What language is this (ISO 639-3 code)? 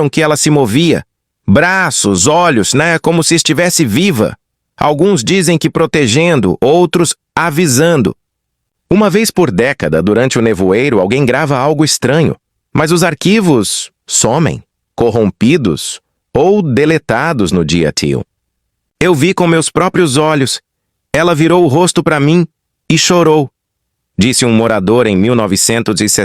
por